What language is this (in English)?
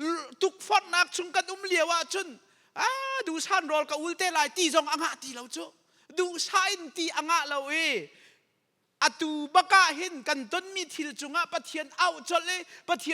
Hakha Chin